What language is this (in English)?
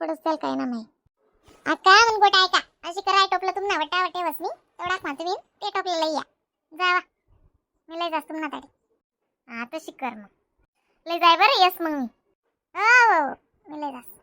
Khandesi